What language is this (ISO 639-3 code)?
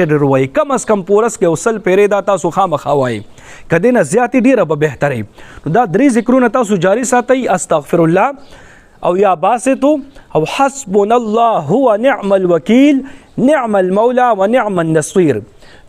pus